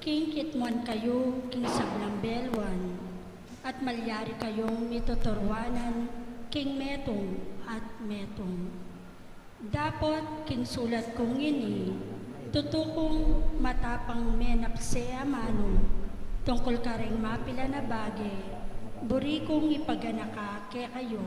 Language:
Pampanga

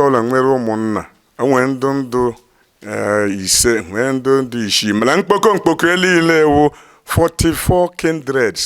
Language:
Igbo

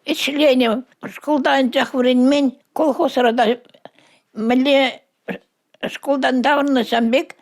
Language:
Chuvash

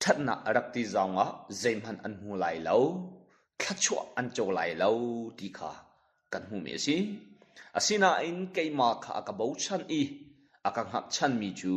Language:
Hakha Chin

